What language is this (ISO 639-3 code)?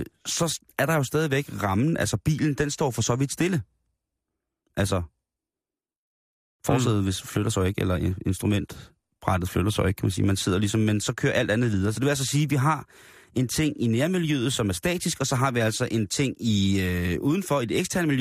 dan